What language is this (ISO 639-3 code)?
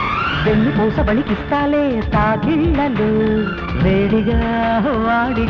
tel